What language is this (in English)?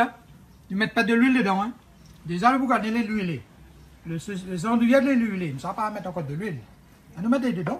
Réunion Creole French